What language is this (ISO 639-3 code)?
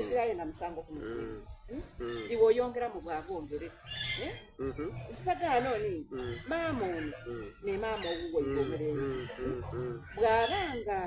xog